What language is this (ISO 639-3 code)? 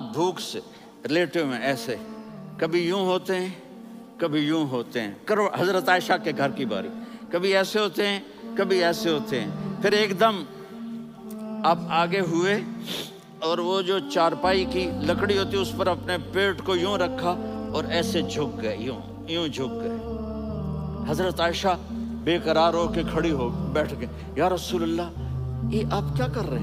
urd